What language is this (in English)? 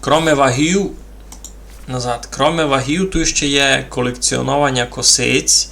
Rusyn